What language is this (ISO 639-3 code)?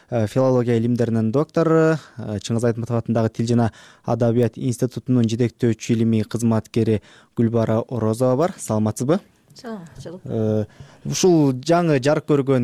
kir